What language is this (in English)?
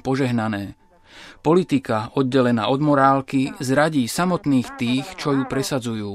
Slovak